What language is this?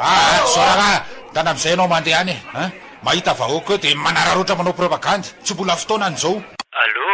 Malagasy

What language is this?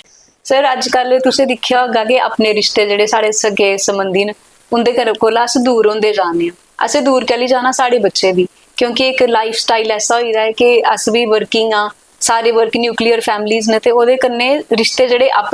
Dogri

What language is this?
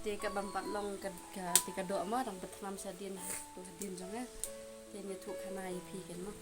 Khasi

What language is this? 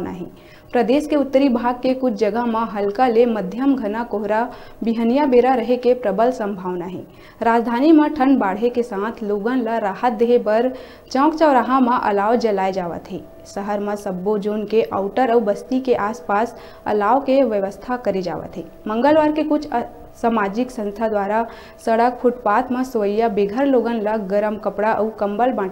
Chhattisgarhi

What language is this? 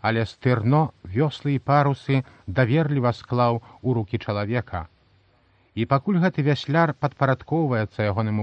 Belarusian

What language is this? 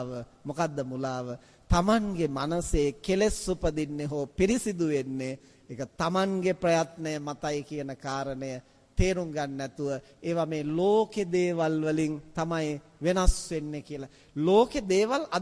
Sinhala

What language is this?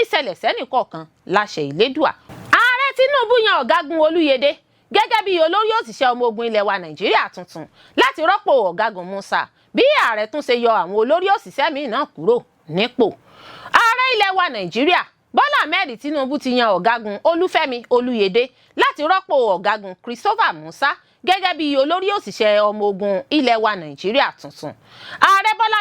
Yoruba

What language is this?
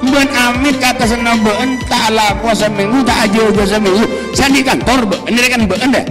Madurese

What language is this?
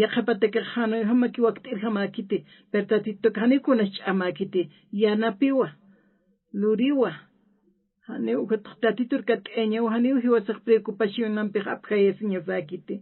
Aymara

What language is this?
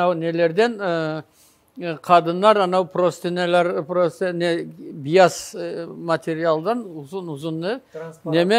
Crimean Tatar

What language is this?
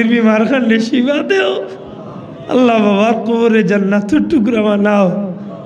Sylheti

